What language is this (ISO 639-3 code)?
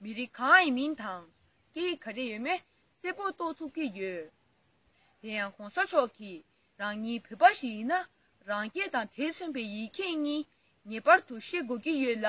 bod